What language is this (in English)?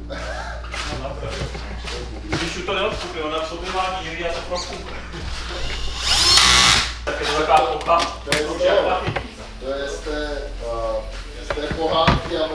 Czech